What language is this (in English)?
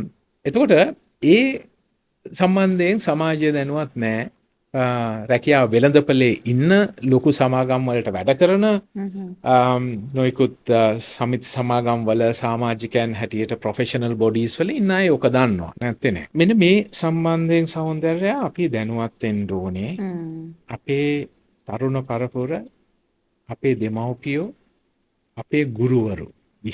Sinhala